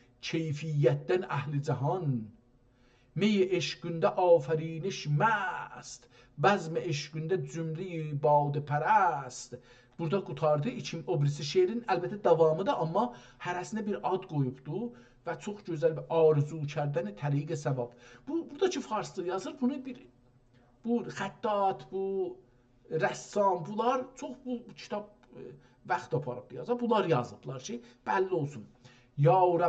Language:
South Azerbaijani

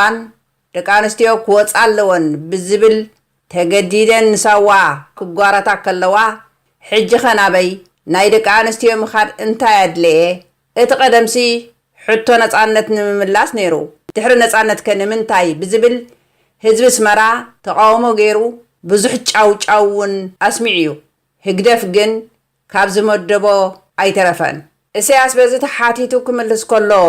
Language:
Tigrinya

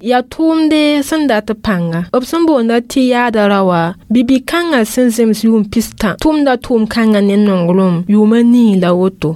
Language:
Mossi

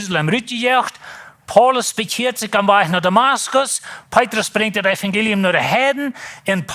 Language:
Plautdietsch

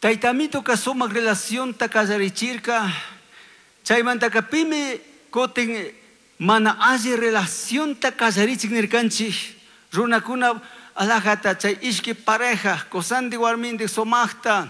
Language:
Chimborazo Highland Quichua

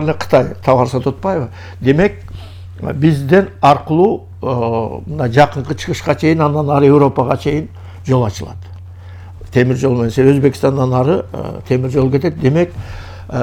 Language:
Kyrgyz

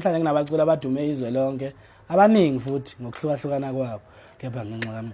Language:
Zulu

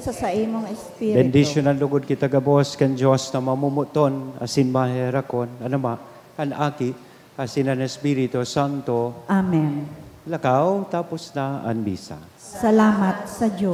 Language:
Bikol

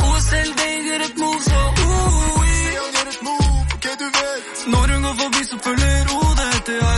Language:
Norwegian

